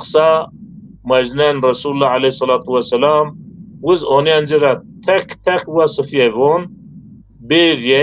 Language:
Zaza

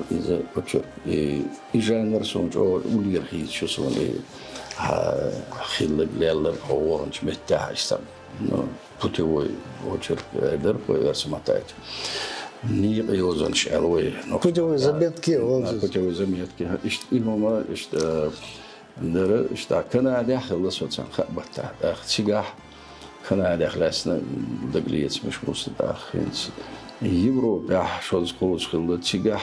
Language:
Chechen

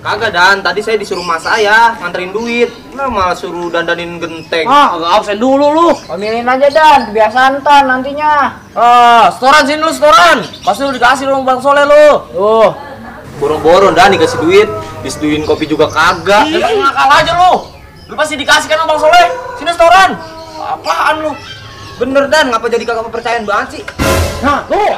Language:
Betawi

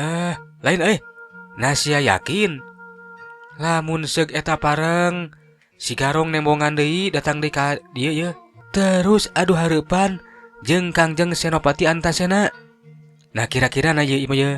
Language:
Sundanese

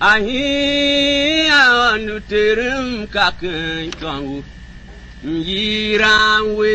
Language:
Tiv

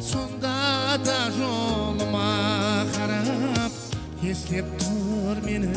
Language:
Kara-Kalpak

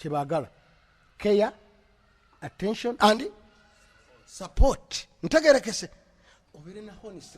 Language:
Ganda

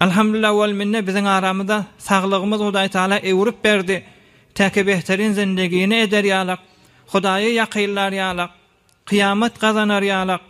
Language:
Turkmen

